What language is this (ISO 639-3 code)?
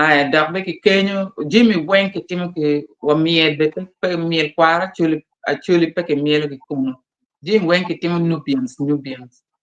ach